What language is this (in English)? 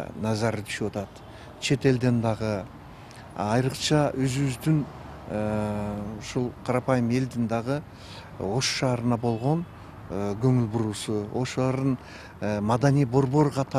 Kyrgyz